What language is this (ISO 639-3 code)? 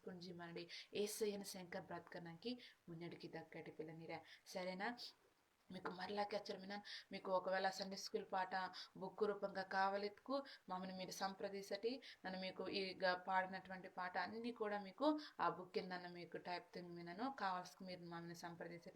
kff